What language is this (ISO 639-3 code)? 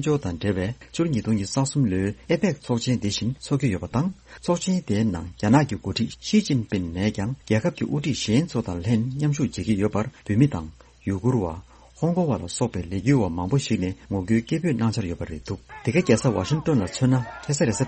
bod